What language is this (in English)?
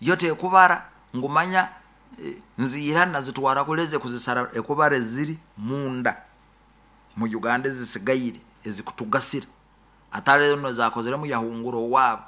Nyoro